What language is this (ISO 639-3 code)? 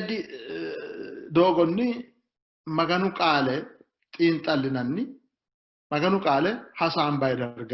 sid